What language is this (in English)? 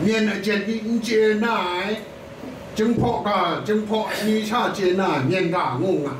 Kachin